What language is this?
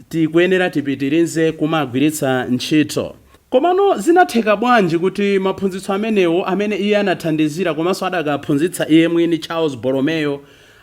Nyanja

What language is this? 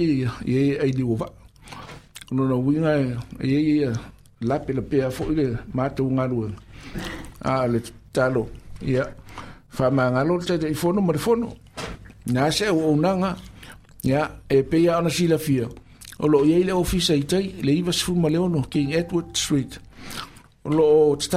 Samoan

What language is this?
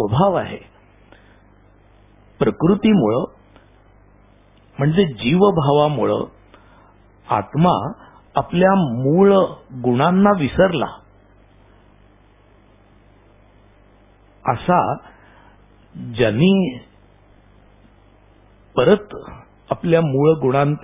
Marathi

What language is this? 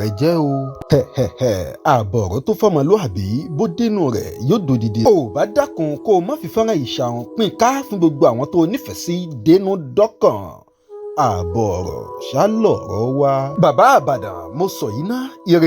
Yoruba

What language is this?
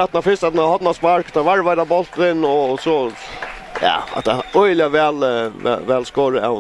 Faroese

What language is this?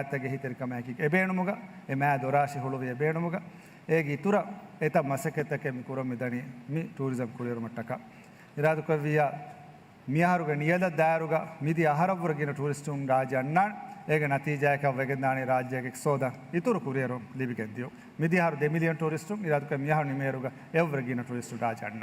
Divehi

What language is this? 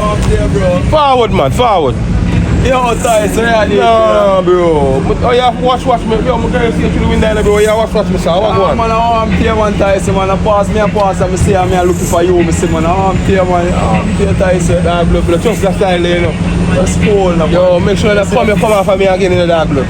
Jamaican Creole English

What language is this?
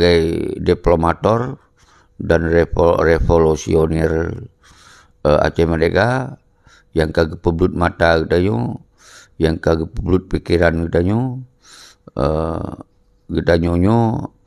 Achinese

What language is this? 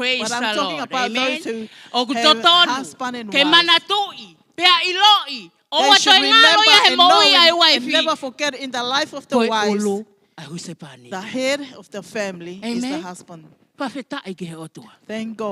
Tongan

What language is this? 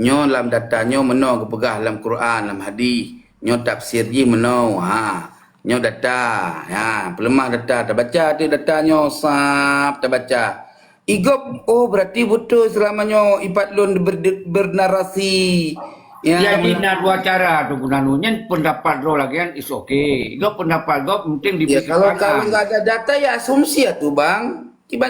Achinese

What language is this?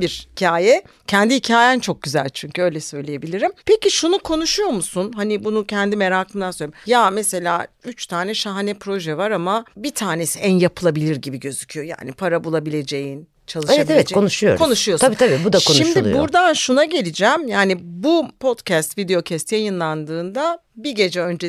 Turkish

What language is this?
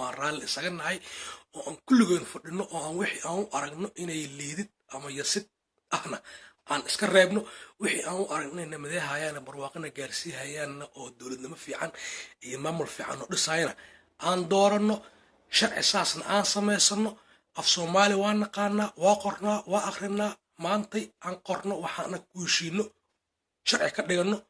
Somali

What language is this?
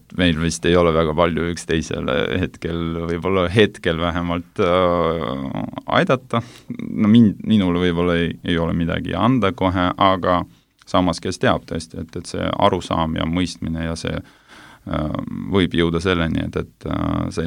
Estonian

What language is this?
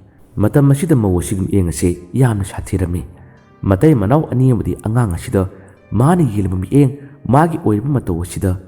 Manipuri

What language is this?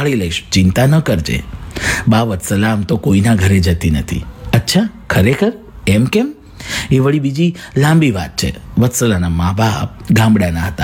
Gujarati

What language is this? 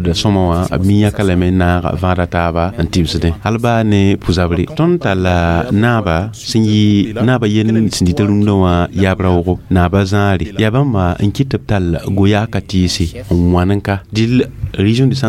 Mossi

